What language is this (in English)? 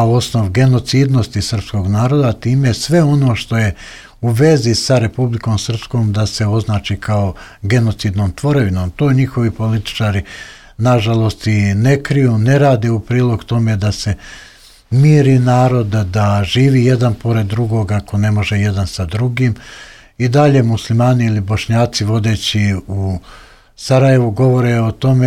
Serbian